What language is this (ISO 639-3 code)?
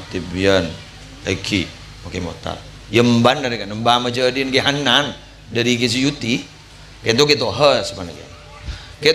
mad